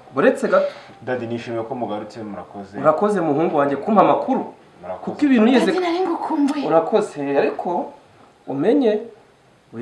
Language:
Kinyarwanda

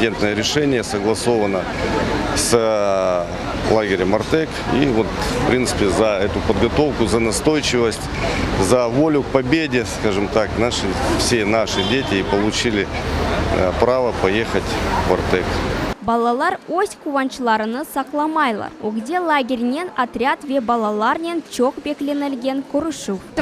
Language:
Crimean Tatar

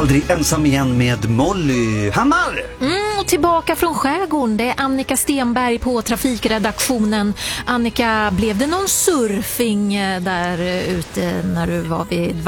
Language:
Swedish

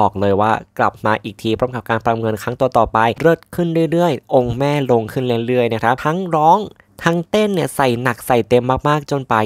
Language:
Thai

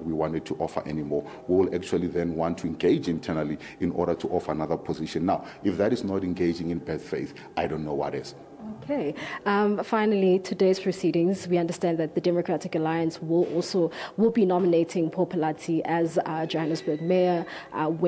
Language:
English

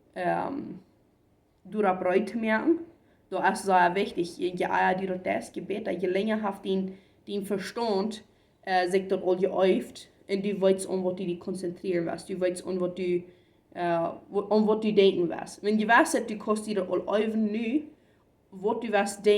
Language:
Plautdietsch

